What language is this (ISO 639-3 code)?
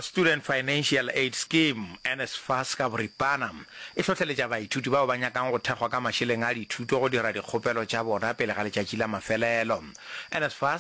nso